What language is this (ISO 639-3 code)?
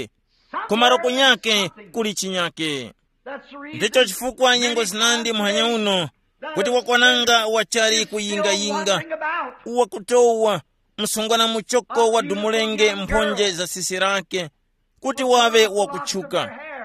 tum